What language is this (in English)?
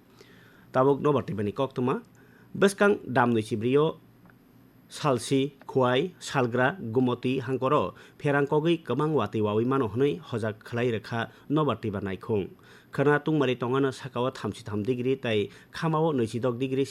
Kok Borok